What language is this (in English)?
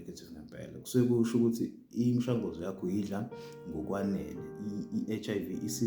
Zulu